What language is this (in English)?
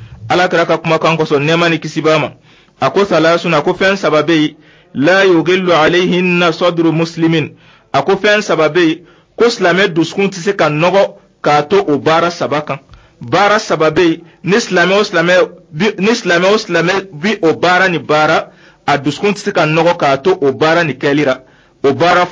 Dyula